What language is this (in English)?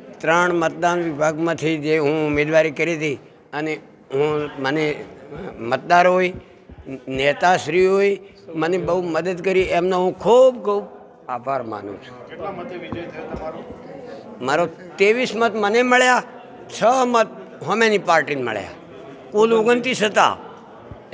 Gujarati